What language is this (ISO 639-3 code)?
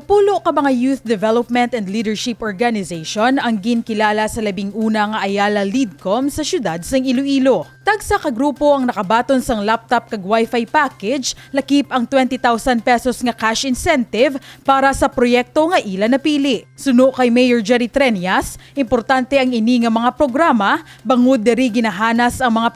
hil